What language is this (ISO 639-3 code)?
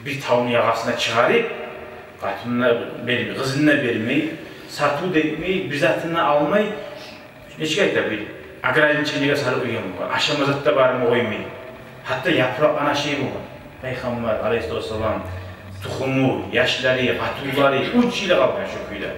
kum